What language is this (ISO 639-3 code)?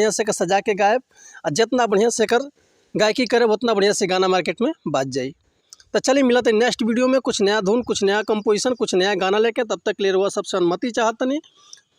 bho